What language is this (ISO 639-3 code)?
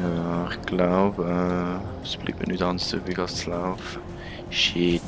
gsw